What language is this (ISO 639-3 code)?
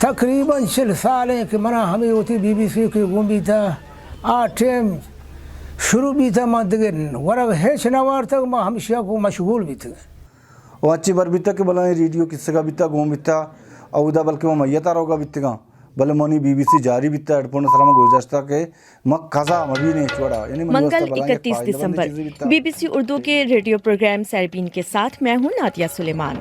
bal